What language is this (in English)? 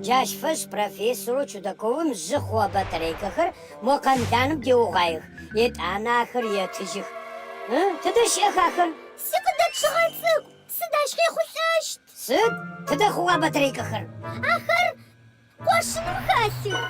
Adyghe